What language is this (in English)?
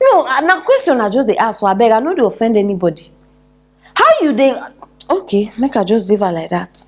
Nigerian Pidgin